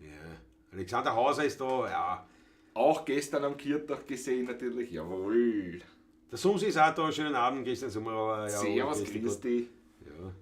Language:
Bavarian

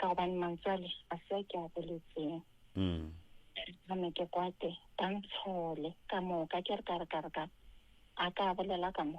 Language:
Northern Sotho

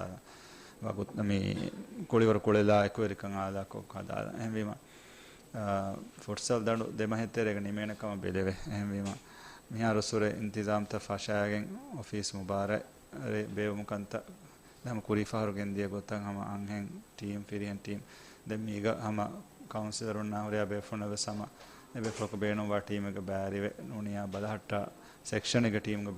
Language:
Divehi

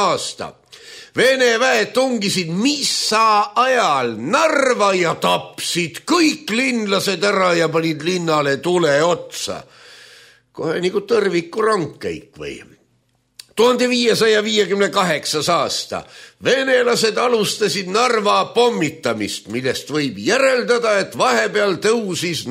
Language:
Estonian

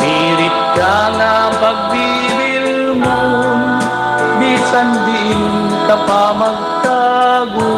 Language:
Waray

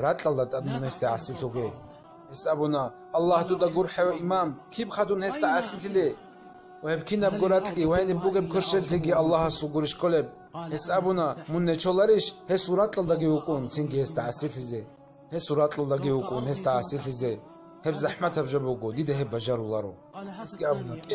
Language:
Avaric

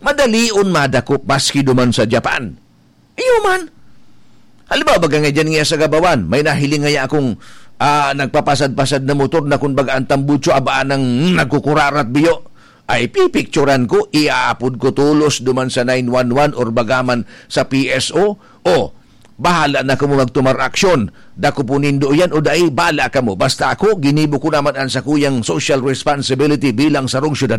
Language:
Bikol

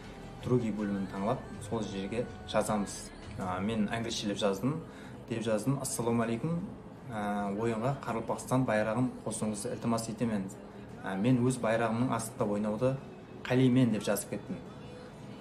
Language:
Kara-Kalpak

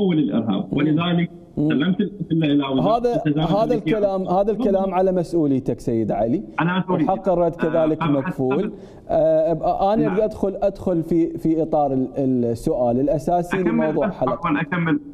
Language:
Mesopotamian Arabic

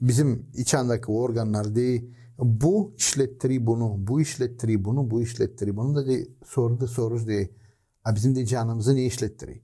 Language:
Gagauz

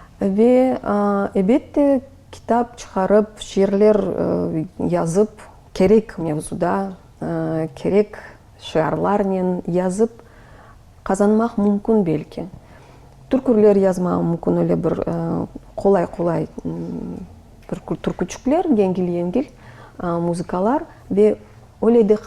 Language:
Crimean Tatar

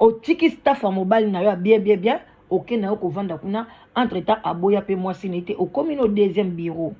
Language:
Lingala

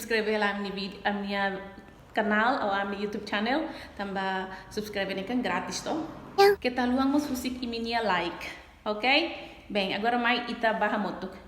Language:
Tetum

